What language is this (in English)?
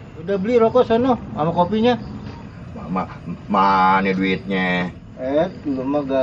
Betawi